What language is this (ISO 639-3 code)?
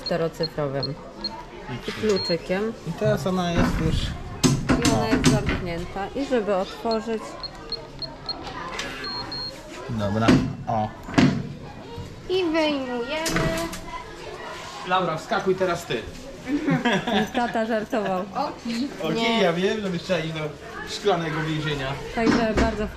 pol